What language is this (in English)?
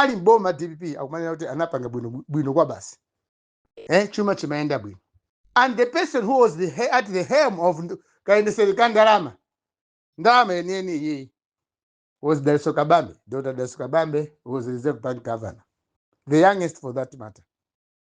Nyanja